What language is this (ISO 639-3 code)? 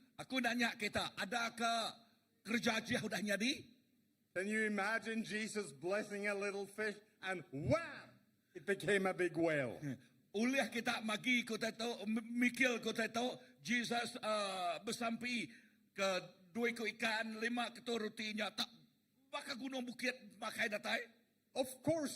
iba